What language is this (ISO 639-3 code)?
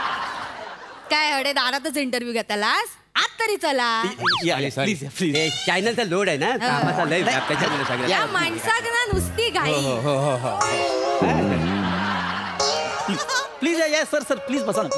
mar